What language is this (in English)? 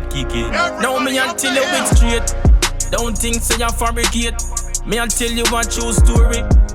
Jamaican Creole English